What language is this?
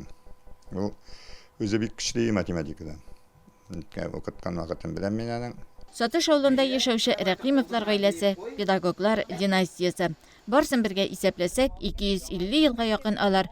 Tatar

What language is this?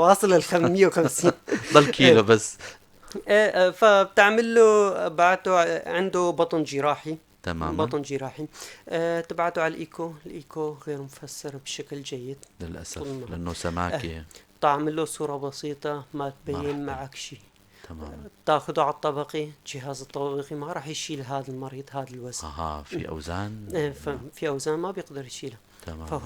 North Levantine Arabic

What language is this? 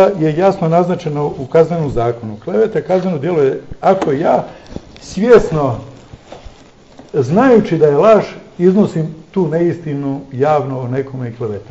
Croatian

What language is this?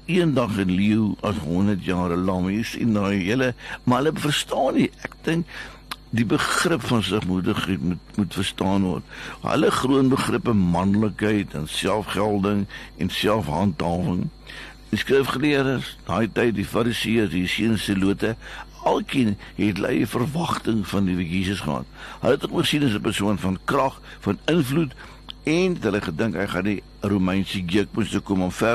Afrikaans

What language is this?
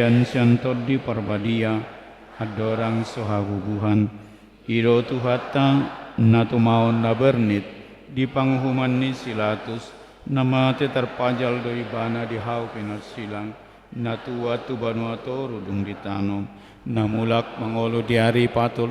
Batak Toba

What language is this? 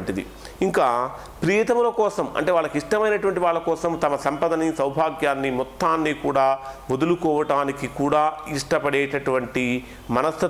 Telugu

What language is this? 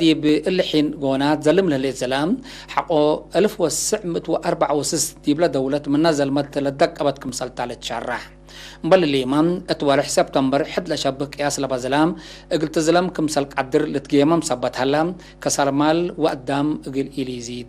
Tigre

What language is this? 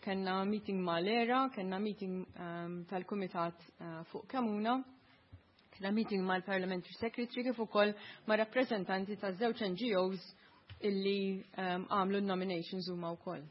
Maltese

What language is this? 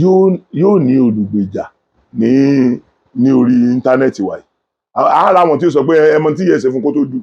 Yoruba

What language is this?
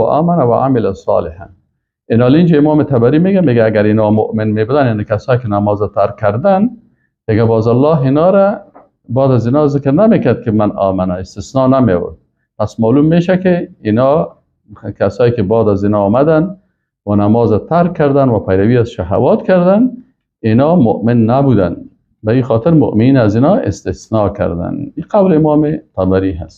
Persian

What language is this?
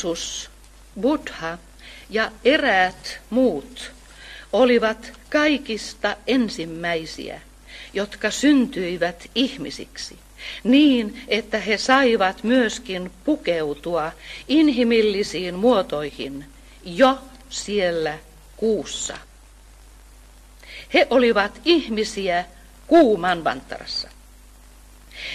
Finnish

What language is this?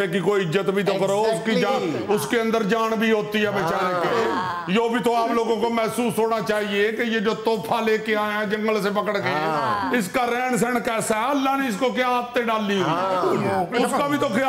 Urdu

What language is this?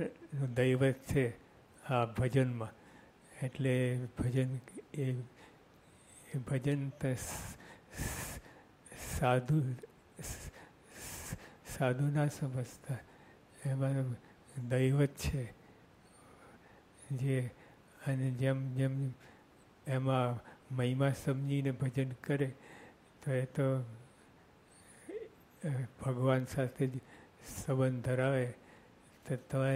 Gujarati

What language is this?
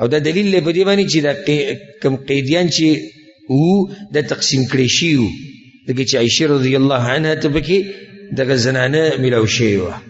Pashto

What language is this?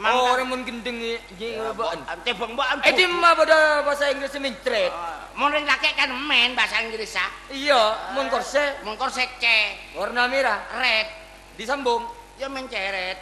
Madurese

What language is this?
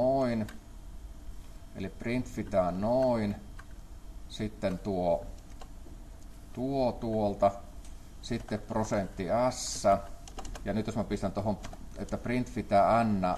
Finnish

